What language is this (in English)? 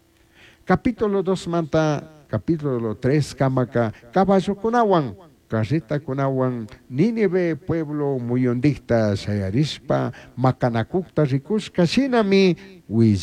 Chimborazo Highland Quichua